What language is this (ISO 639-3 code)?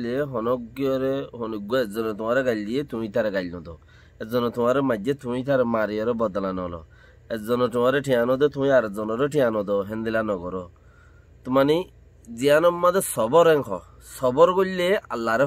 rhg